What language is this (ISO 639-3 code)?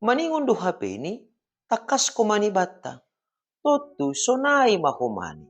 bts